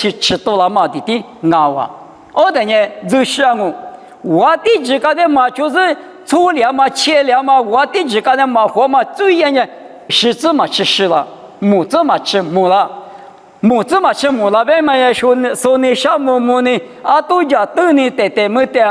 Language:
Lisu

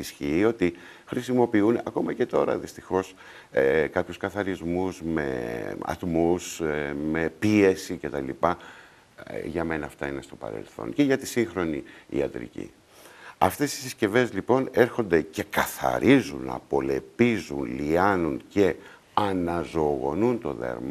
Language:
Greek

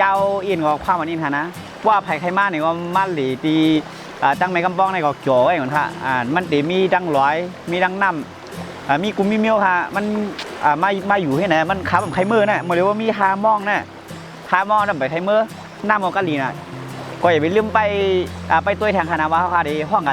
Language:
Shan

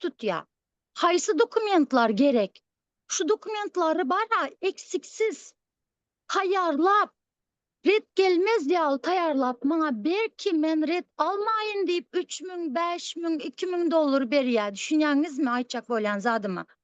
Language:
Turkmen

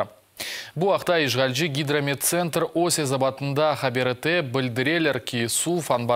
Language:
Crimean Tatar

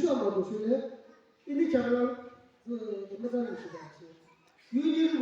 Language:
Yimchungru Naga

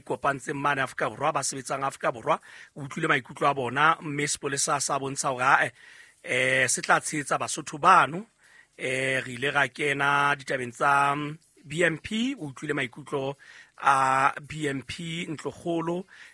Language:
Southern Sotho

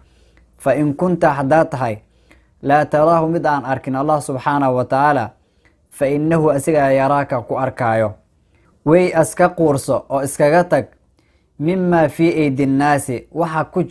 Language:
Somali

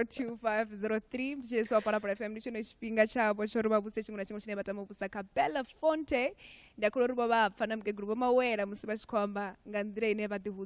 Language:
Venda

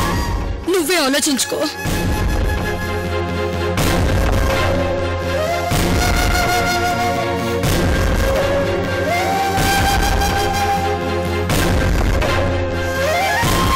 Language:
Telugu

